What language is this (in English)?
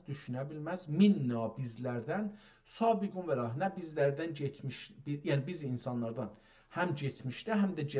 South Azerbaijani